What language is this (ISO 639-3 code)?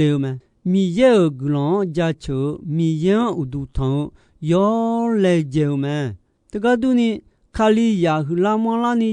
ahk